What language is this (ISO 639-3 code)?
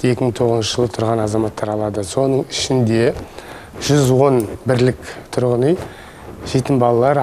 kaz